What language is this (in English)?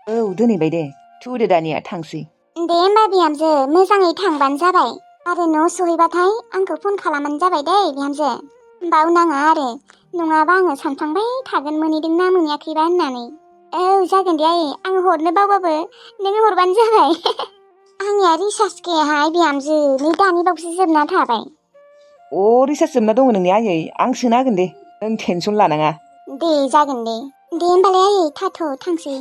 Bodo